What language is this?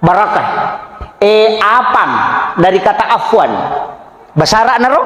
Buginese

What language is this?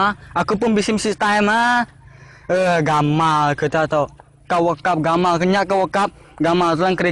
Iban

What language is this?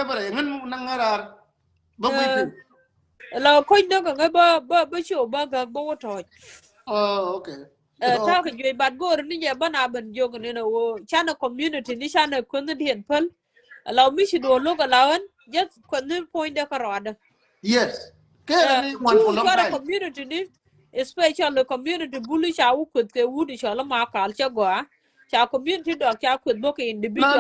Nuer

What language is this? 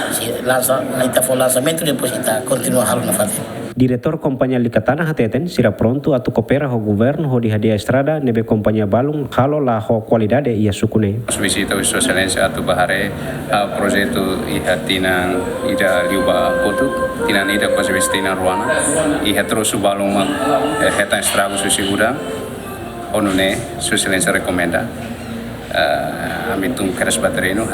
Tetum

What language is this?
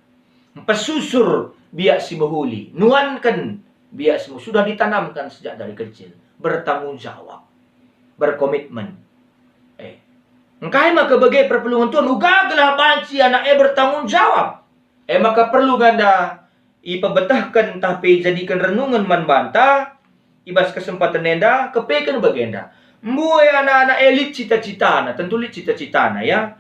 Batak Karo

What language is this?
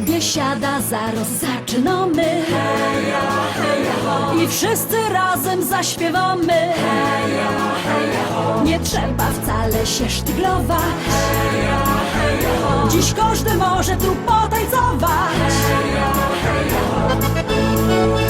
Silesian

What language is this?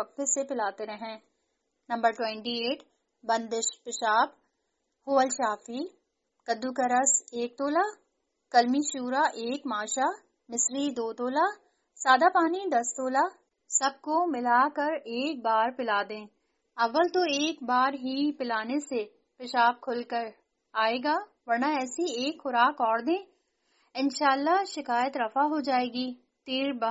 Urdu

